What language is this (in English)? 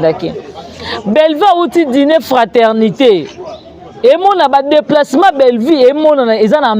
Lingala